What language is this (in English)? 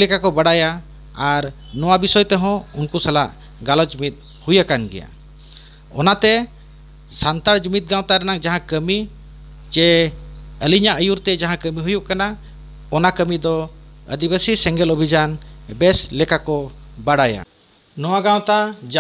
Santali